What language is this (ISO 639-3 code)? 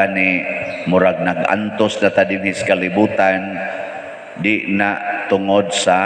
ceb